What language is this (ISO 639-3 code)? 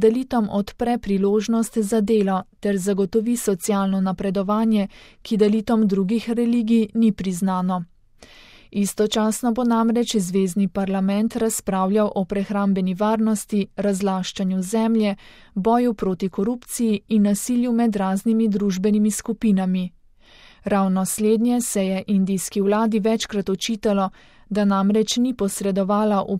slv